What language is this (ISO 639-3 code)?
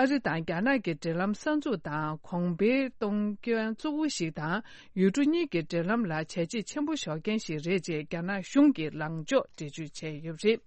bod